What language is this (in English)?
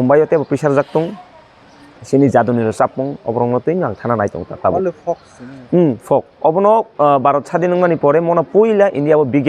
Kok Borok